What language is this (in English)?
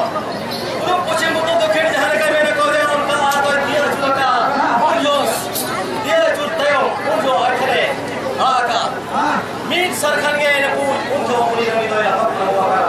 Santali